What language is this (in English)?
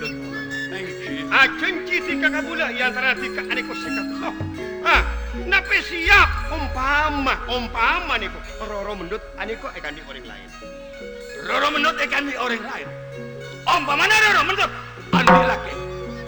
Madurese